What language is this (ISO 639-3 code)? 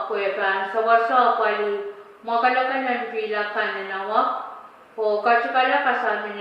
pon